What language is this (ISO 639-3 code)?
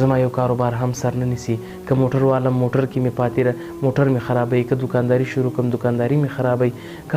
pus